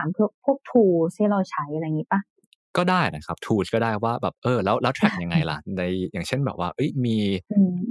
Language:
Thai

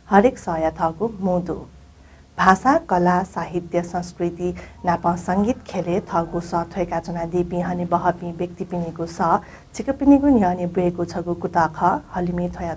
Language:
Newari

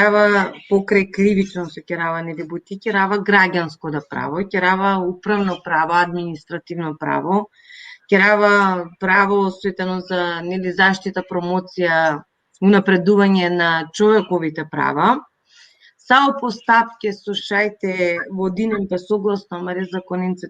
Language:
Balkan Romani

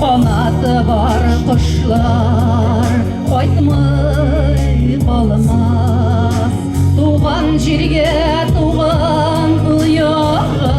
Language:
Bashkir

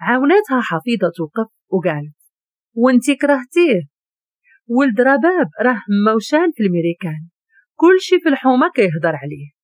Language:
Moroccan Arabic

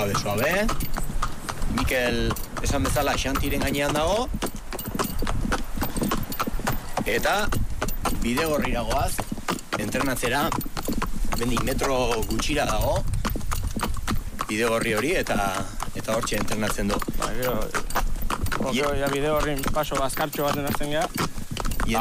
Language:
Basque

